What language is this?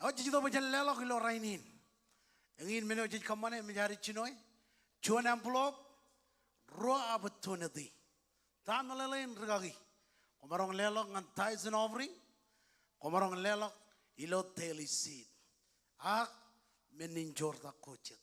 Marshallese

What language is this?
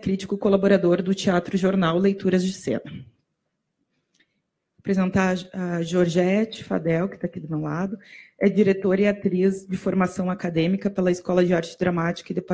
Portuguese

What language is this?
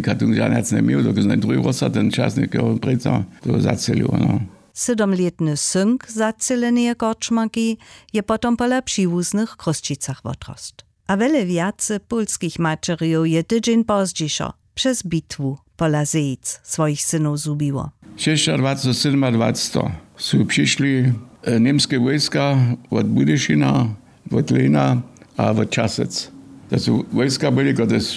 Upper Sorbian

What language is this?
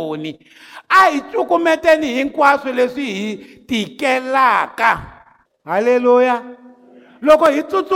Tsonga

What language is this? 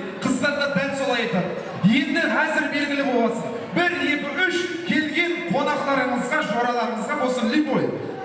Kara-Kalpak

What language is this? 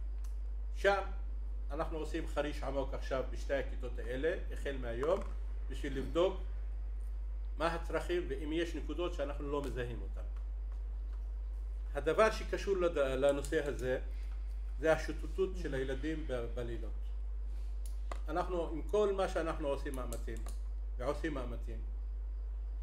Hebrew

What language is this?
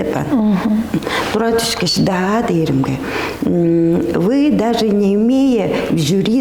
Tuvinian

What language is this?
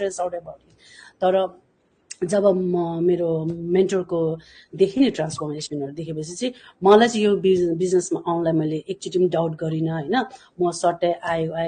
Nepali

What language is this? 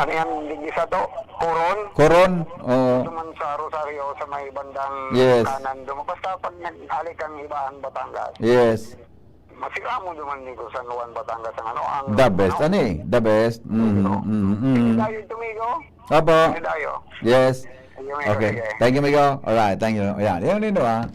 Bikol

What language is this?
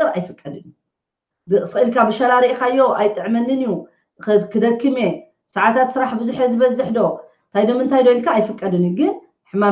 Tigrinya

